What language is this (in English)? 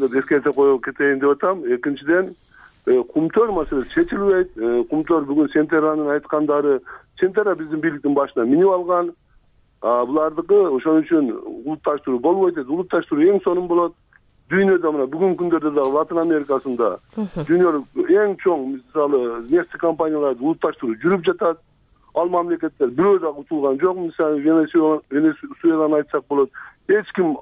Kyrgyz